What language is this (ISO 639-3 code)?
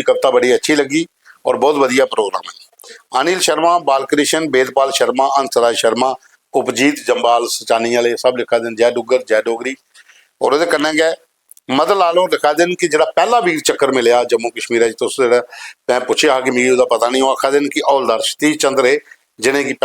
doi